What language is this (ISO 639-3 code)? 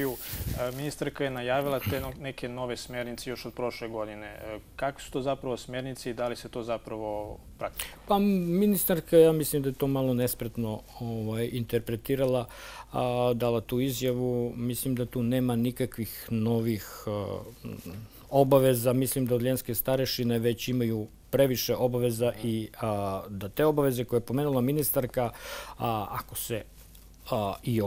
srp